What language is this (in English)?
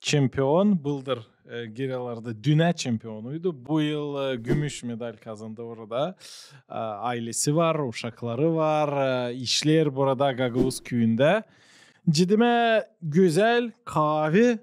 Gagauz